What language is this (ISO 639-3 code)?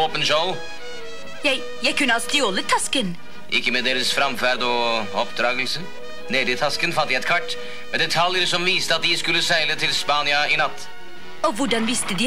nor